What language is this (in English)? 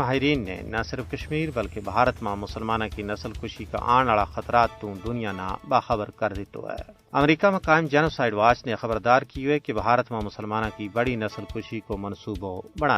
Gujari